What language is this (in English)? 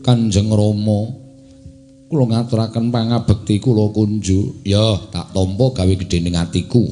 Javanese